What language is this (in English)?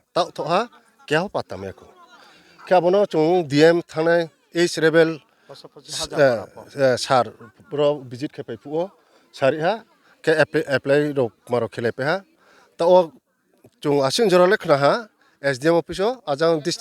Riang (India)